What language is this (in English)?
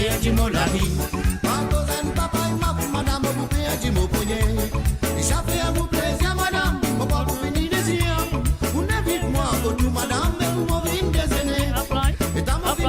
Morisyen